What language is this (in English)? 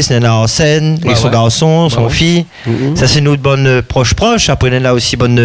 Réunion Creole French